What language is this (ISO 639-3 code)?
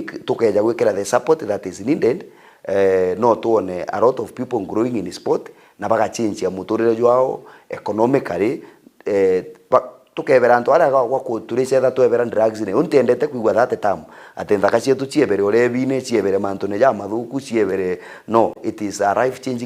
mer